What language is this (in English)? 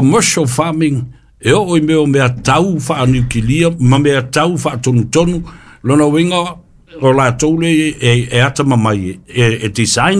Samoan